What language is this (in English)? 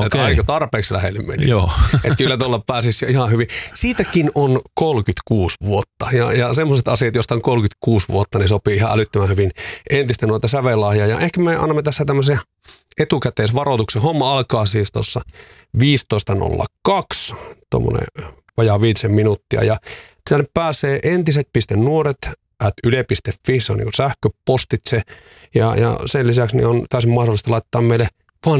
Finnish